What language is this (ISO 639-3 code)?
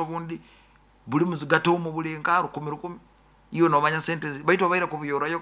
nyo